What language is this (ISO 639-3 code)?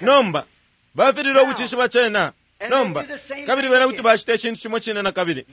bem